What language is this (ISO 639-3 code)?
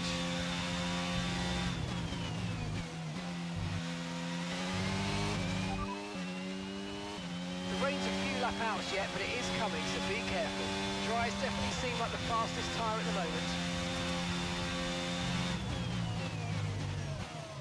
eng